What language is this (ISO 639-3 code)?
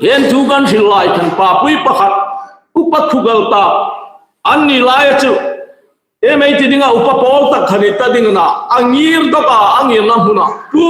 hmr